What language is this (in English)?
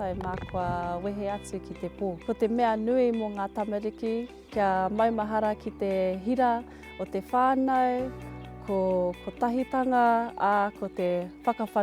Māori